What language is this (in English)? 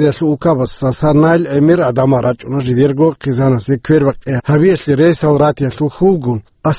Avaric